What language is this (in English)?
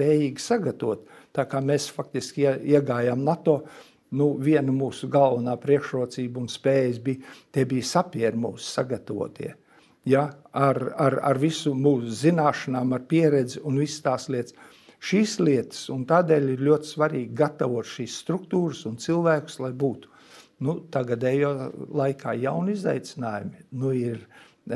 Latvian